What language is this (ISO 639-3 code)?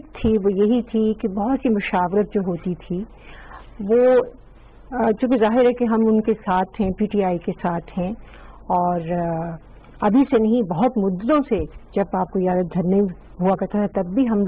urd